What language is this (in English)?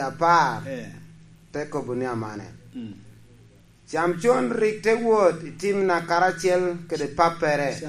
Lango (Uganda)